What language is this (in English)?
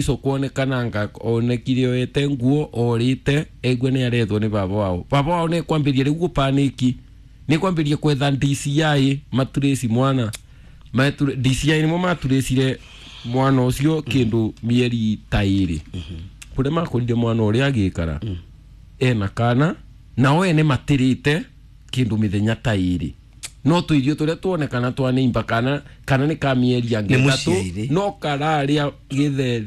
Kikuyu